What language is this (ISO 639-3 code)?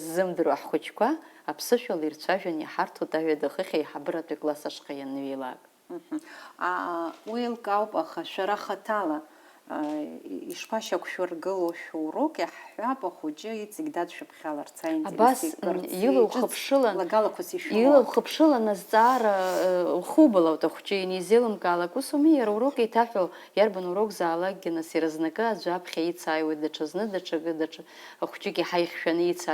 abk